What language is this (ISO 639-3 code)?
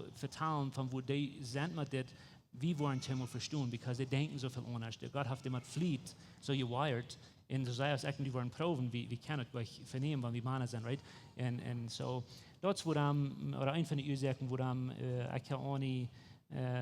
pdt